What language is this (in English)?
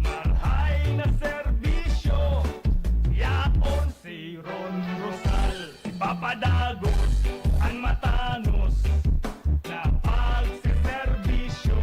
Bikol